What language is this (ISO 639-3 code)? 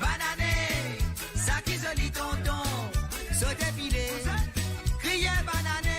mfe